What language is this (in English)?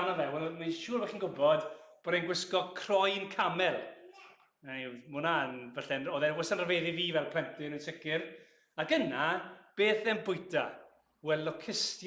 Welsh